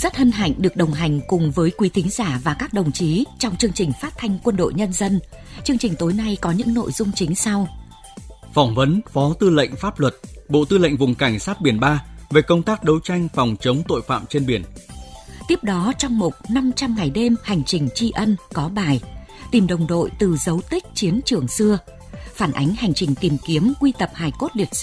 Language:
Vietnamese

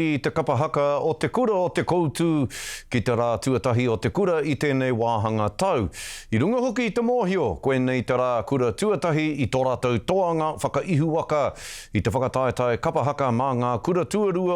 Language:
Māori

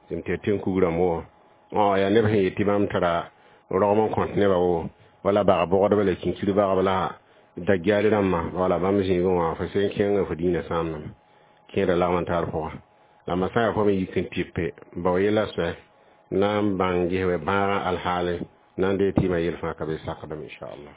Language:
Mossi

